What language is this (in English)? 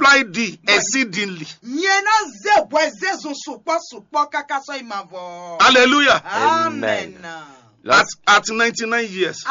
Fon